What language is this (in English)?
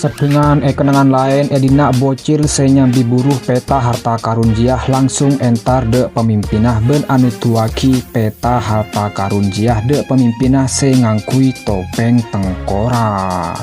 Madurese